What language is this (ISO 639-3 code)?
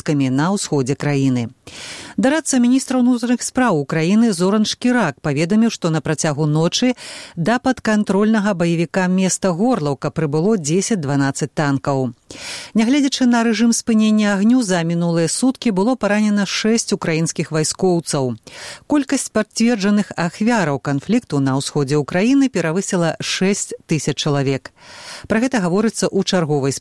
bel